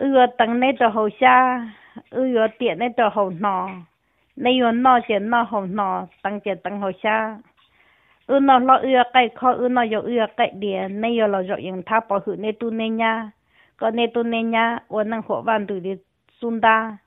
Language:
Hmong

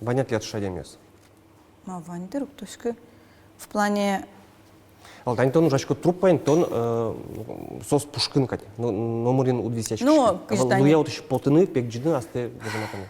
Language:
Udmurt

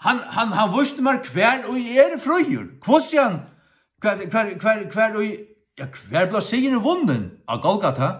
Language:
Faroese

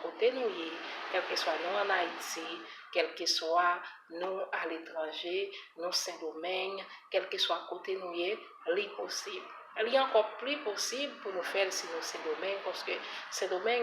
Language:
Haitian Creole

